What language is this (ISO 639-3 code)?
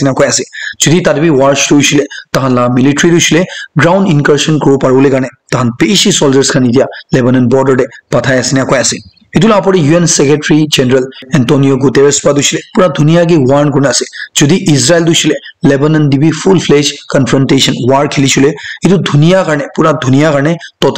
nag